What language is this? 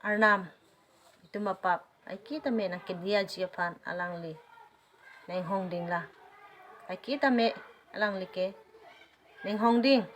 Karbi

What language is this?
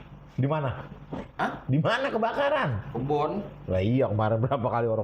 Betawi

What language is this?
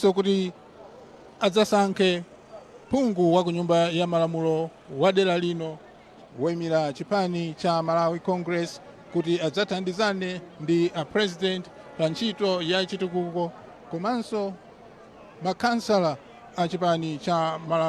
Nyanja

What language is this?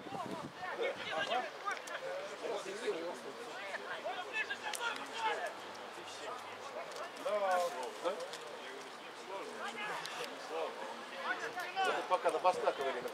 Russian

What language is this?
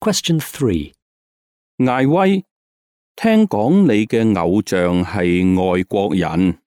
Cantonese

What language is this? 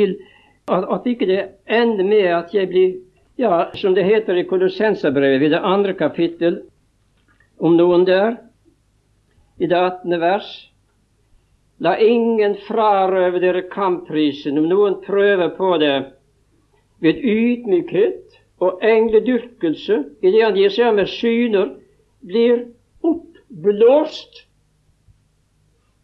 Norwegian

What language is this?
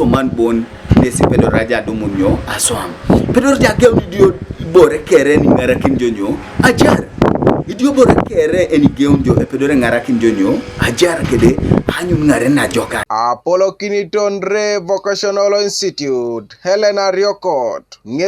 Teso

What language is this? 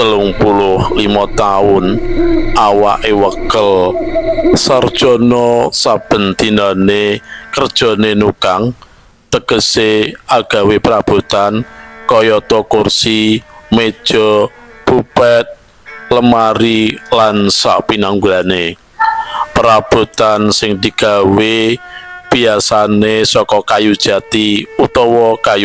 Javanese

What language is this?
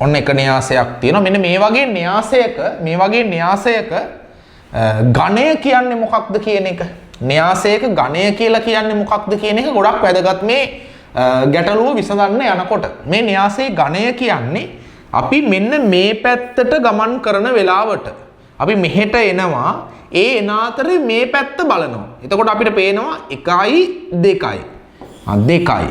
Sinhala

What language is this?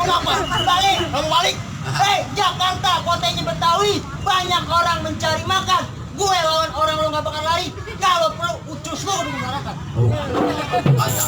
Betawi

